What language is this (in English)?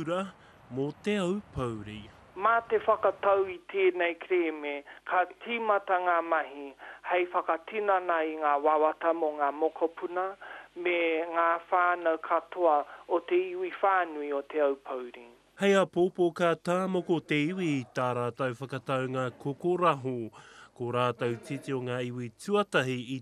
Māori